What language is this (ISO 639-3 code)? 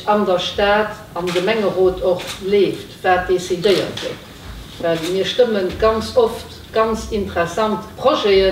ltz